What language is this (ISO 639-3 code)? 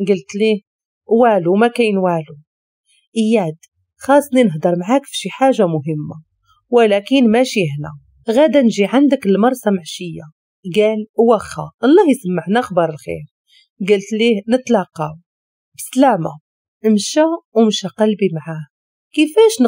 ary